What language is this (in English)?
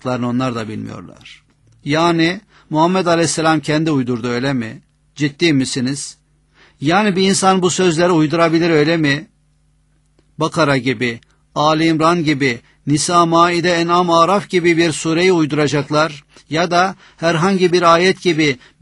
Turkish